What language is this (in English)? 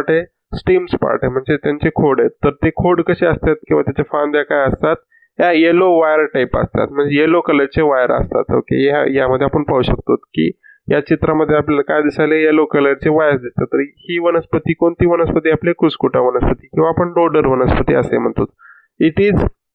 Marathi